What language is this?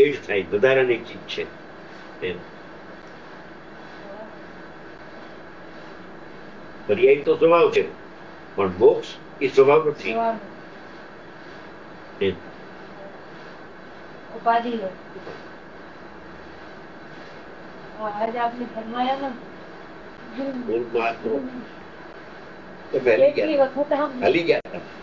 Gujarati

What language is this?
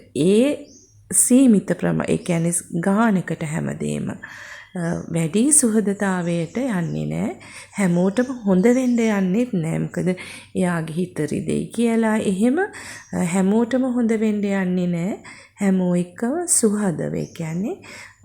Sinhala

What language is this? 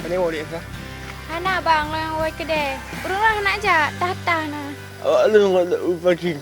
Achinese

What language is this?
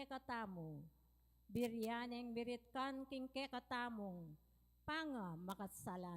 Pampanga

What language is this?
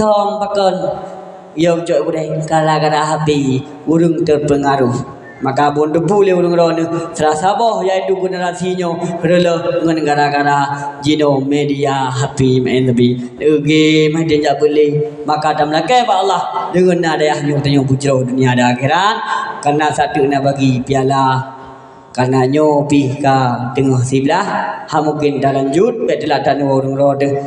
Achinese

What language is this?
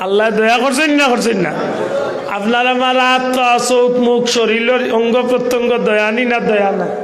Sylheti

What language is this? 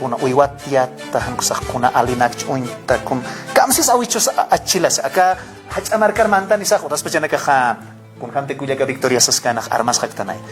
Aymara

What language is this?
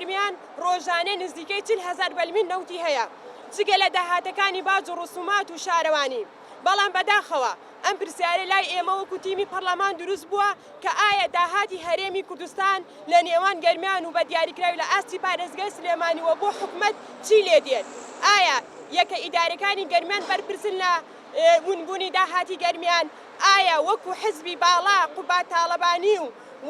Central Kurdish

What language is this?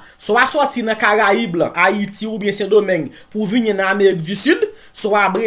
Haitian Creole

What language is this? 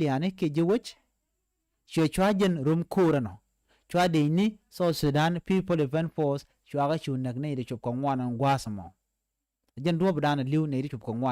Nuer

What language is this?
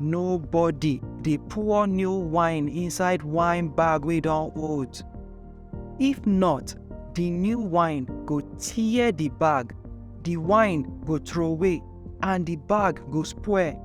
Nigerian Pidgin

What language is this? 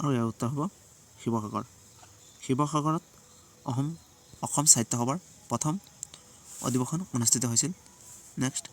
Assamese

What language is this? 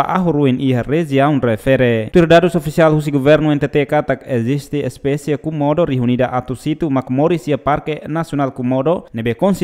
Tetum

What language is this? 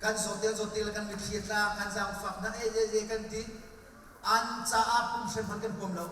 Hakha Chin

